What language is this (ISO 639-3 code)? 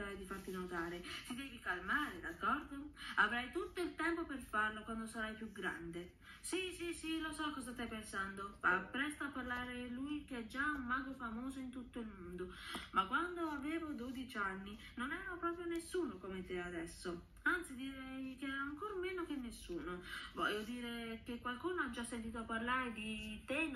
ita